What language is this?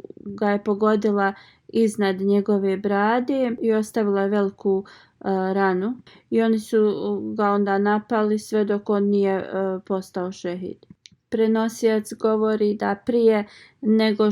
Bosnian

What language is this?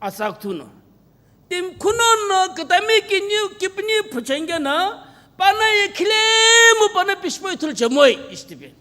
Sumi Naga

